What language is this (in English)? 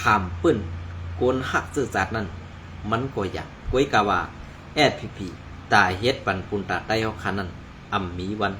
Shan